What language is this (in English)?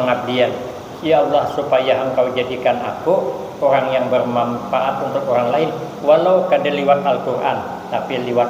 Banjar